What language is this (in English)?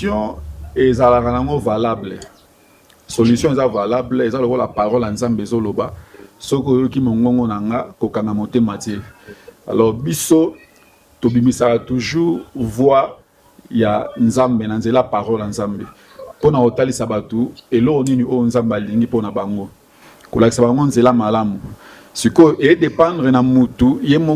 Lingala